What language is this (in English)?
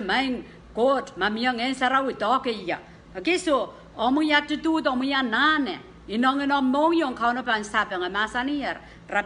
Pohnpeian